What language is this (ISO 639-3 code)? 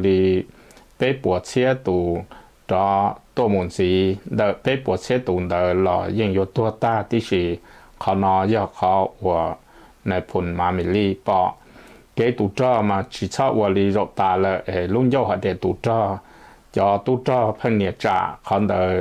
hmn